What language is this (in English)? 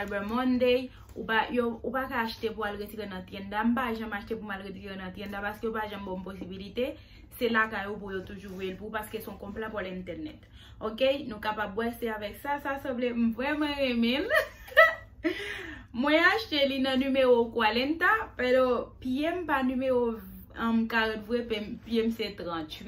Haitian Creole